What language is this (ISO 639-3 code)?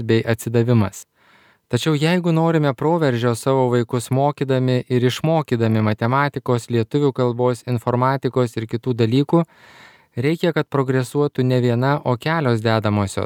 lit